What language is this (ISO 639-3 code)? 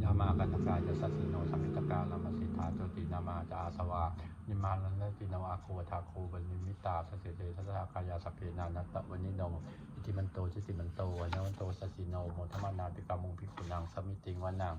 pli